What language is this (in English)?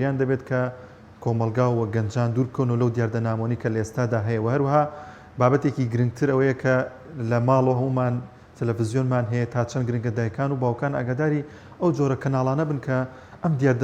Central Kurdish